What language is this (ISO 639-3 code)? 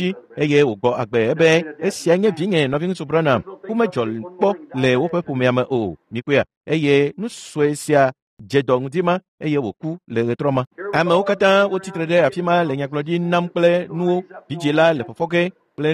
ewe